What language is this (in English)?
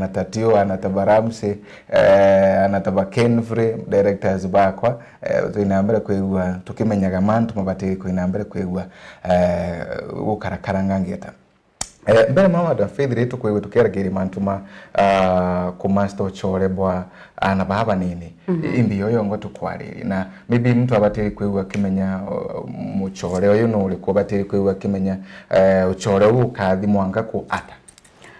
Meru